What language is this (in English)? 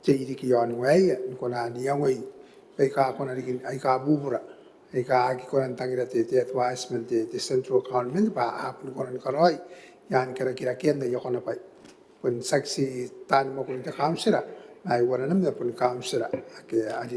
Gilbertese